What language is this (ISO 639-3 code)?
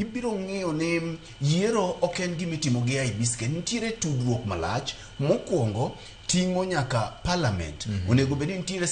luo